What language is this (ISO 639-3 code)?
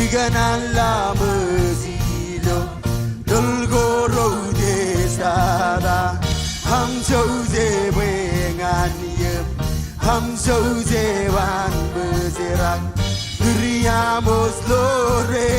mah